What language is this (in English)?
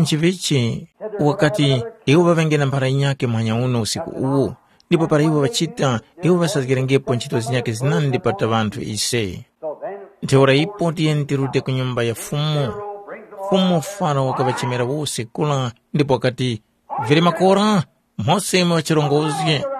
Tumbuka